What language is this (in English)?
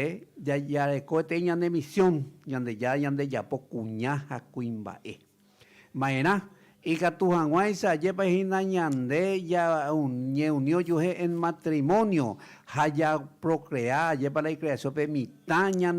Guarani